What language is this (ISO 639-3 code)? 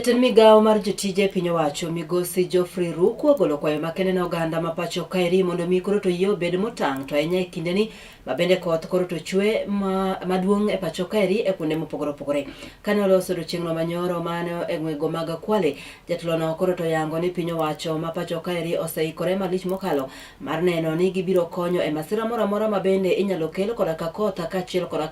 luo